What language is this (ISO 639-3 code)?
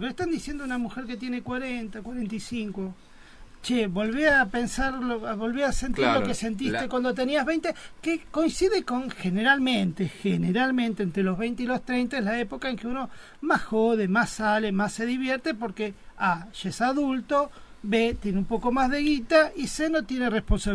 spa